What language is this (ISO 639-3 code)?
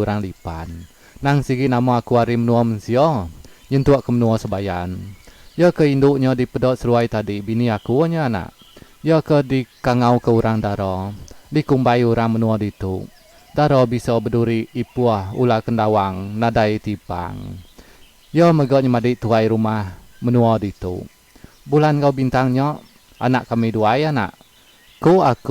iba